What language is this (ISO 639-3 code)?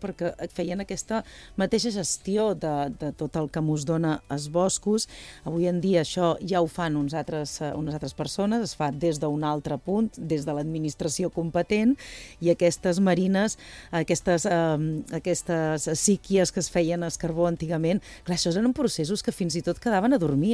cat